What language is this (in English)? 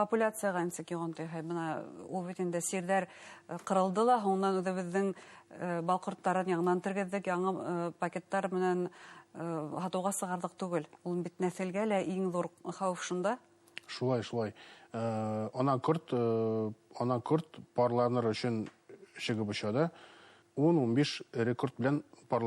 Bashkir